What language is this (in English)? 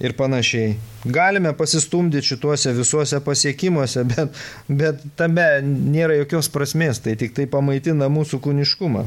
Lithuanian